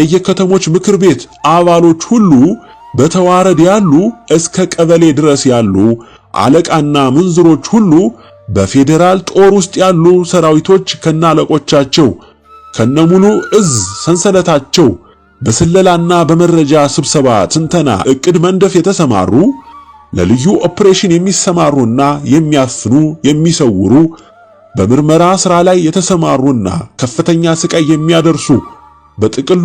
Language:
Amharic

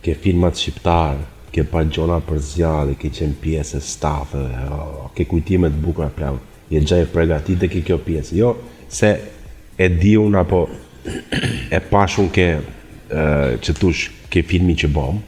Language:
Albanian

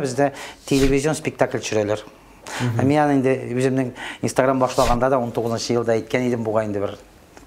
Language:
Tatar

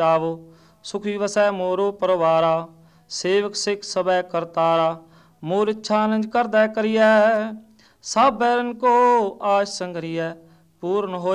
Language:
Punjabi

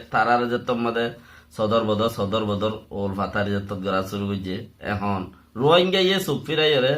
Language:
Rohingya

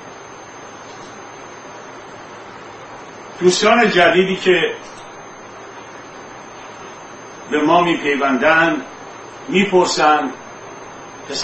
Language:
Persian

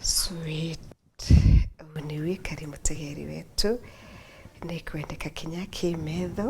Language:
Meru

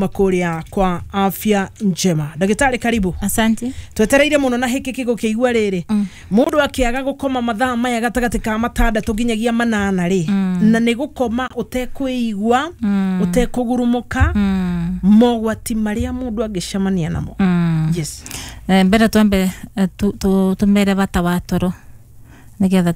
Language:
Kikuyu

